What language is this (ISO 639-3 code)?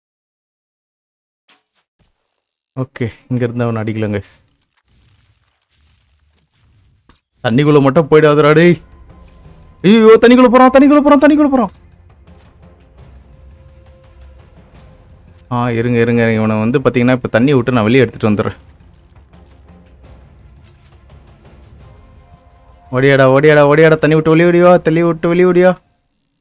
tam